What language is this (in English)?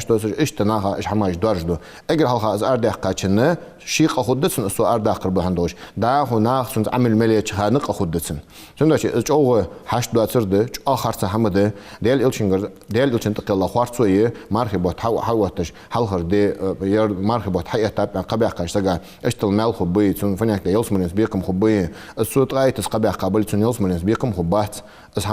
Ingush